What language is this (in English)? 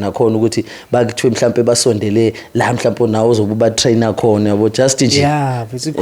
Zulu